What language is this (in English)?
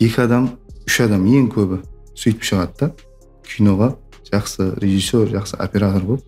Kara-Kalpak